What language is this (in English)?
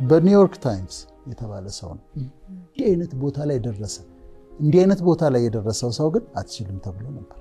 Amharic